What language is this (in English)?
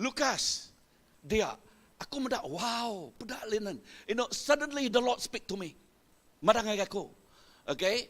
Iban